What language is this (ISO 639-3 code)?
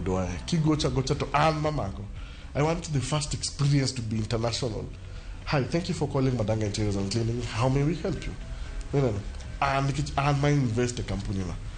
luo